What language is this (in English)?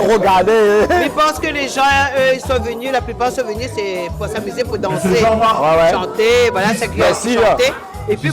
Réunion Creole French